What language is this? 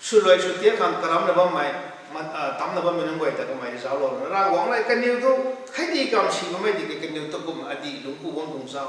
Rongmei Naga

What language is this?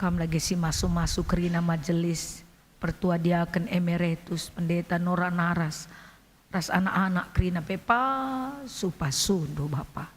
Batak Karo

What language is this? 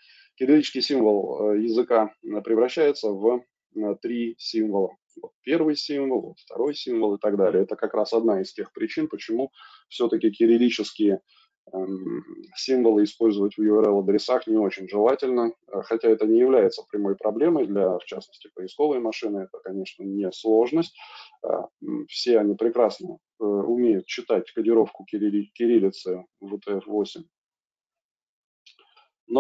Russian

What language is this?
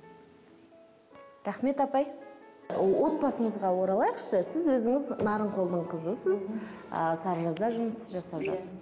Kazakh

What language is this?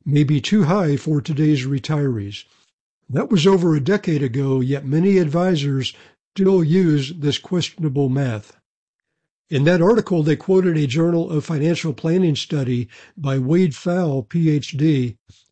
English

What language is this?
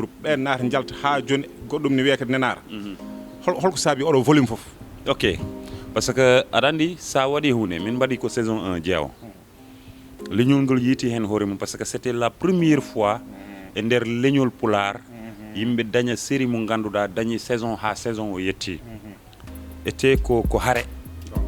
Fula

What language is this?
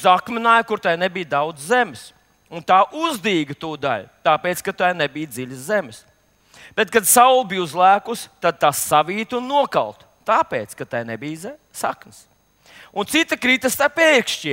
Latvian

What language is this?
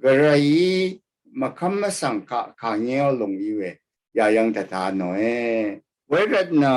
Rawang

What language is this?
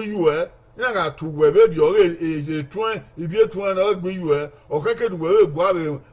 Bini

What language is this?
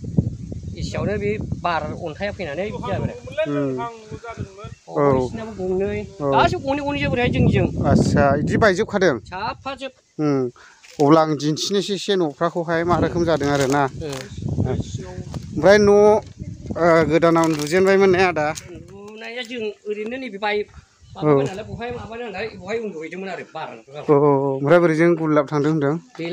Bodo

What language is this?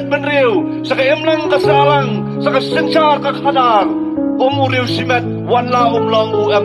Khasi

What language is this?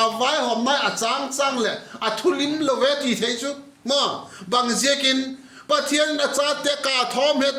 Vaiphei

